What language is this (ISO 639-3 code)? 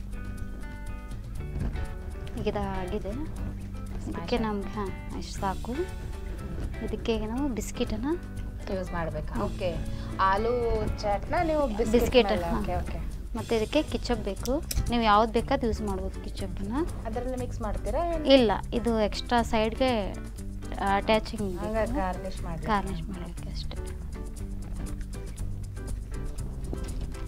kan